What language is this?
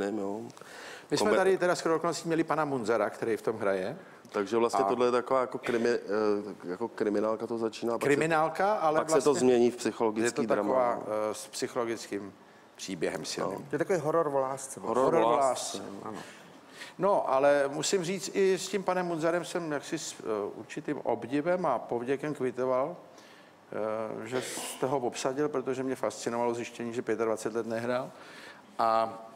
Czech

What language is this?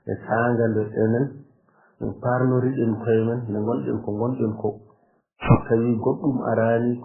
Fula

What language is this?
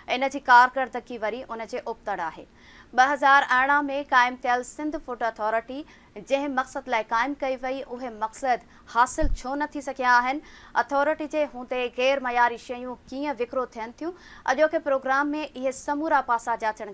Sindhi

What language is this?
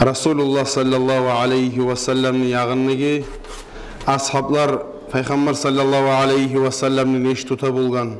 Kumyk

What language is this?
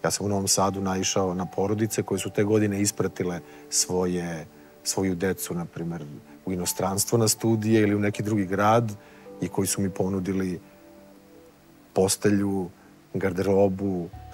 Serbian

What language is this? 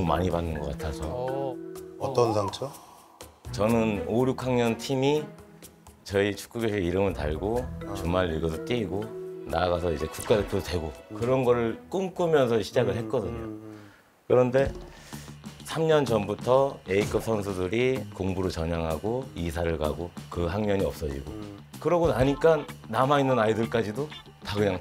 Korean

